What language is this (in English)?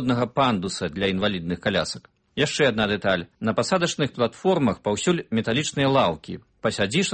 Belarusian